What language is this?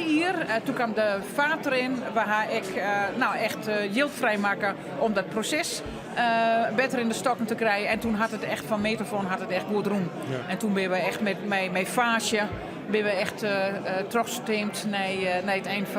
Western Frisian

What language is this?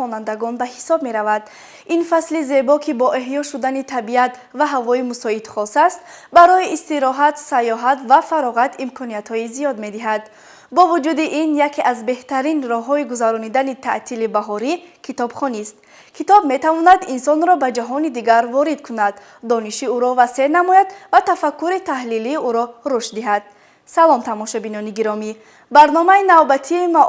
Tajik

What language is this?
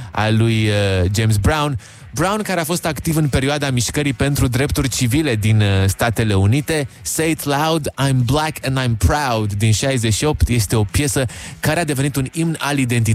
Romanian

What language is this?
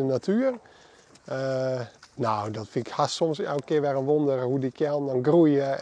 Western Frisian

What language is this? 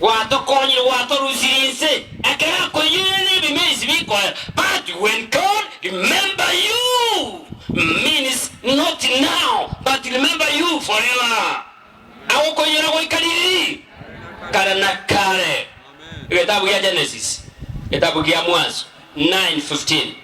Gusii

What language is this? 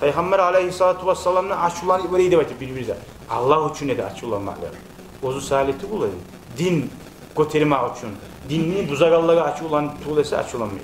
Kumyk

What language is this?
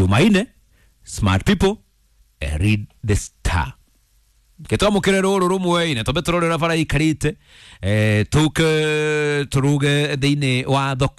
Kikuyu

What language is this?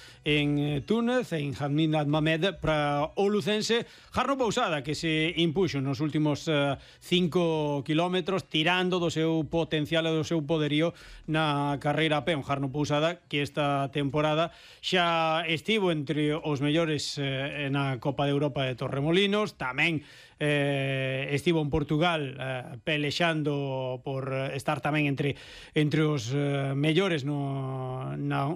Galician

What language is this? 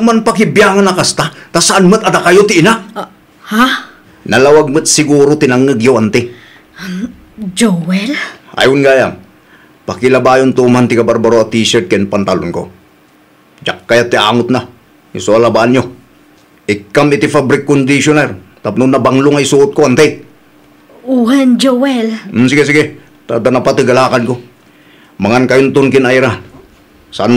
Iloko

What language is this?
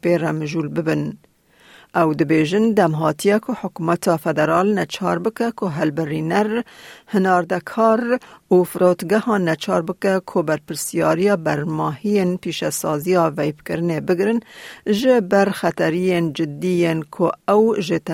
Kurdish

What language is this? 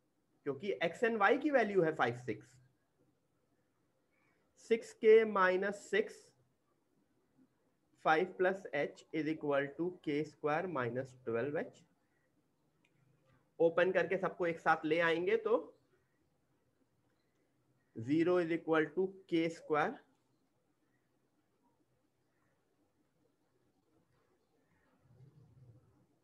Hindi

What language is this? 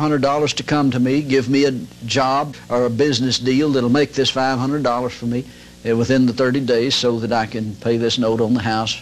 English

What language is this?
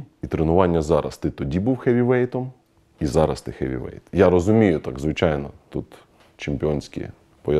Ukrainian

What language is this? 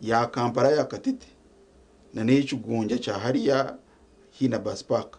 Nyankole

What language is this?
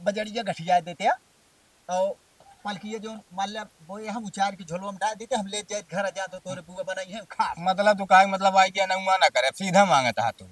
Awadhi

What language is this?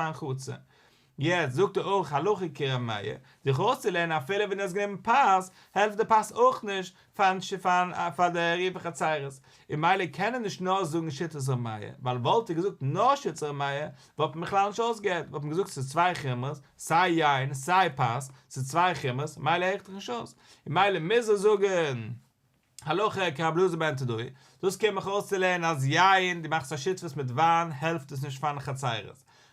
Yiddish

